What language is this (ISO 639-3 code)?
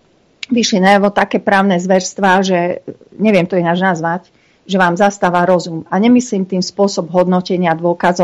slk